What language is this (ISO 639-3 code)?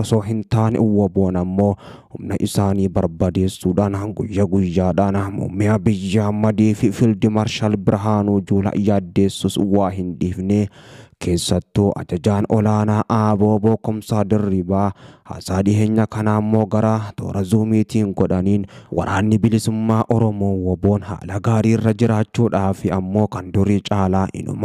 orm